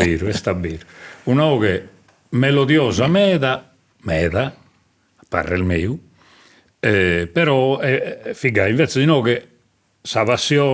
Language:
Sardinian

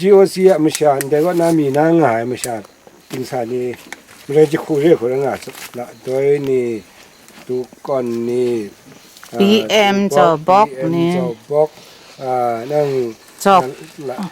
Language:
Kachin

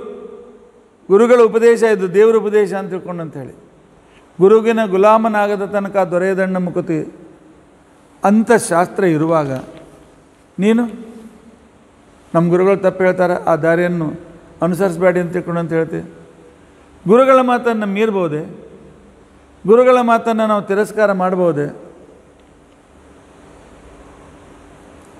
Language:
Kannada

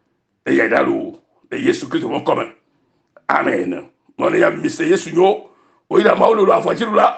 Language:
Ewe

